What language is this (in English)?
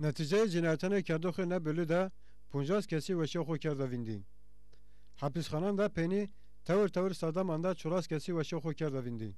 Zaza